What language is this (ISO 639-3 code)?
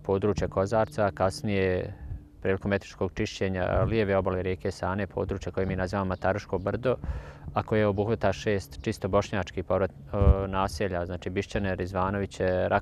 bos